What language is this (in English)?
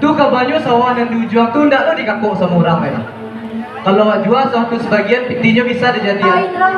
Minangkabau